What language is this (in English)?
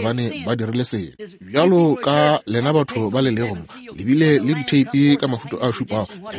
Northern Sotho